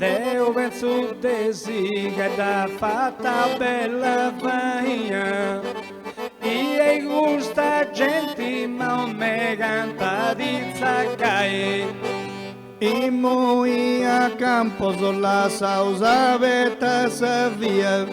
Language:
Sardinian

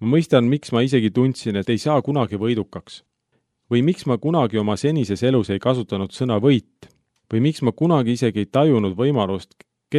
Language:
Estonian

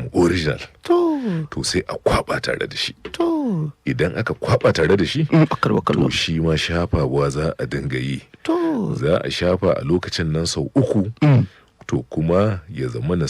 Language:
Hausa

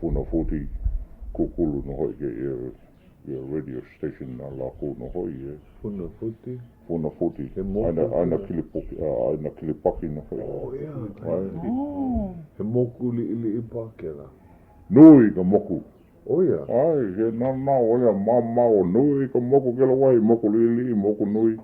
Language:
Hawaiian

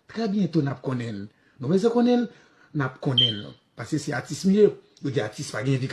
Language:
Haitian Creole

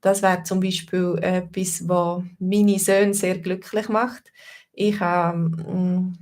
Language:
Swiss German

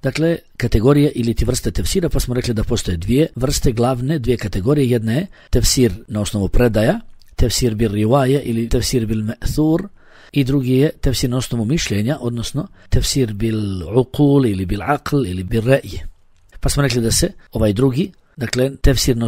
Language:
Bosnian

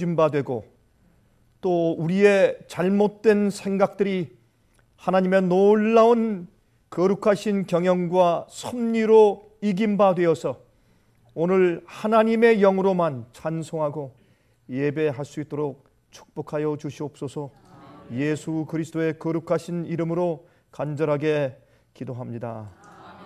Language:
Korean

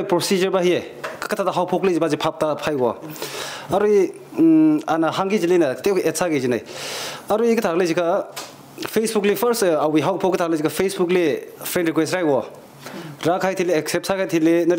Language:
Tangkhul Naga (India)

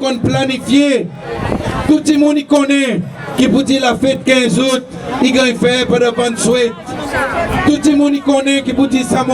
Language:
Seselwa Creole French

